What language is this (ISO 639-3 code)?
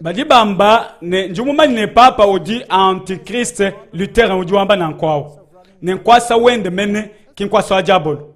lua